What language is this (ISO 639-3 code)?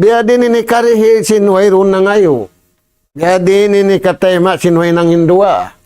tsg